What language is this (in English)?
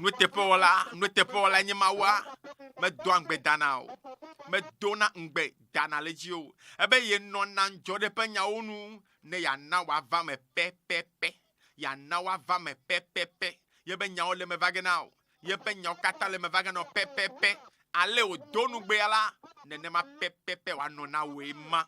Ewe